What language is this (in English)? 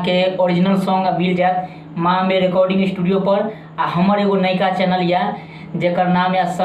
Maithili